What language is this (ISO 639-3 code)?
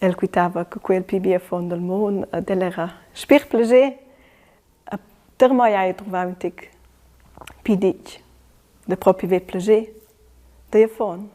roh